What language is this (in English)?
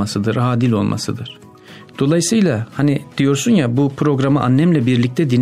Turkish